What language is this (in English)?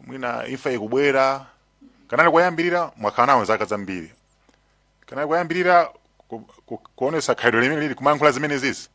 Nyanja